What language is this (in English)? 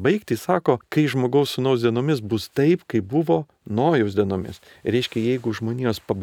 Lithuanian